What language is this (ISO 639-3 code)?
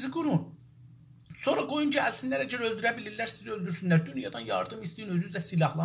azb